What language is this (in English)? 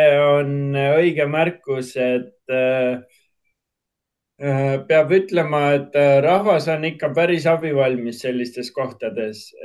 Estonian